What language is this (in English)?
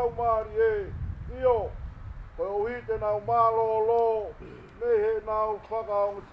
Tongan